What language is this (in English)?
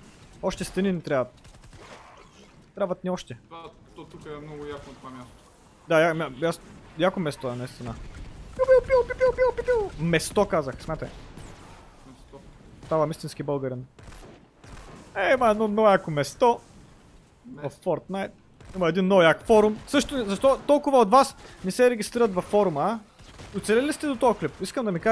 Bulgarian